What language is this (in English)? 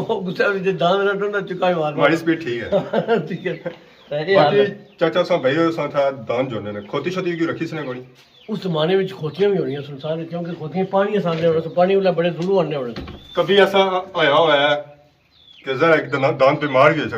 Pahari-Potwari